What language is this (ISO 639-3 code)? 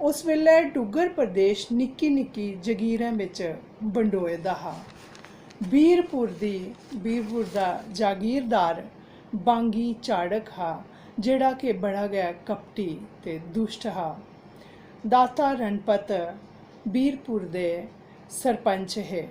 doi